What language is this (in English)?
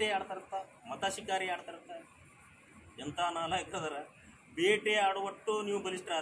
Kannada